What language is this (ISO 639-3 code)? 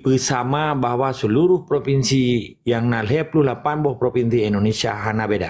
ace